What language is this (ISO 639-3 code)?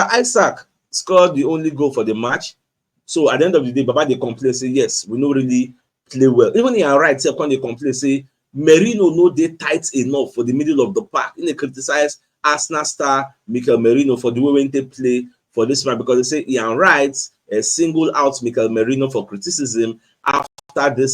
pcm